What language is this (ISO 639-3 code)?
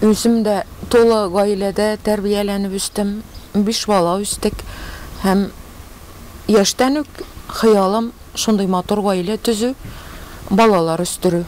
tat